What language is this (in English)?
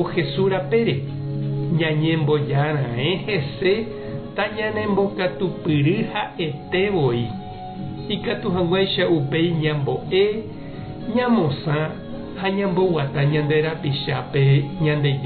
Guarani